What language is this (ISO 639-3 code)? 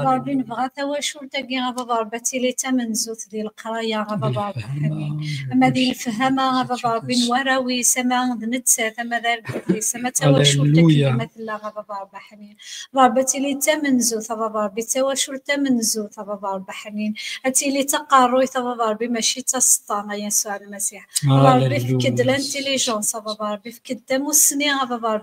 kab